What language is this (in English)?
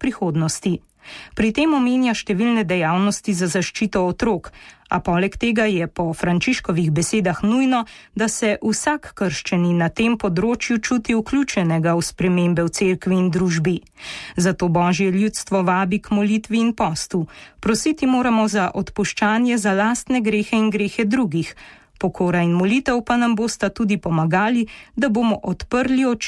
Slovenian